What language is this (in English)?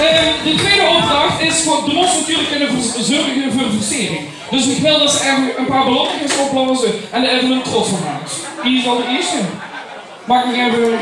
Limburgish